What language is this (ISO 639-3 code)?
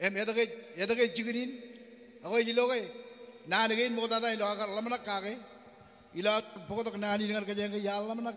mah